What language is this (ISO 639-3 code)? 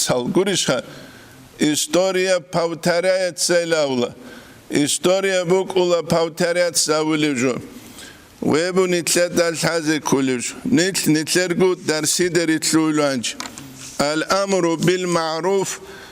ava